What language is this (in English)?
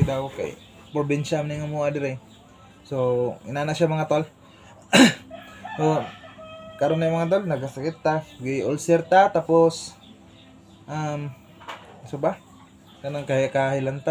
Cebuano